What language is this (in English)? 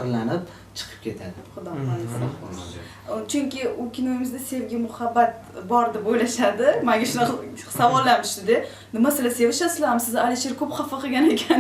Uzbek